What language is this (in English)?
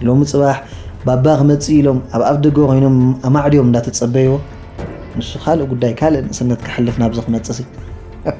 Tigrinya